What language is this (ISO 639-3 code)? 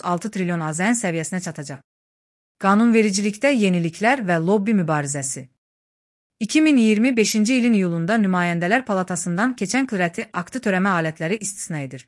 aze